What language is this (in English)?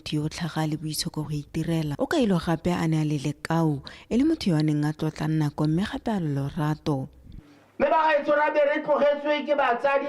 Tswana